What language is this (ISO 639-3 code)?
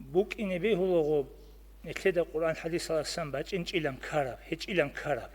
ava